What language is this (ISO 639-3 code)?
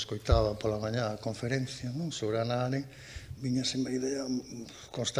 glg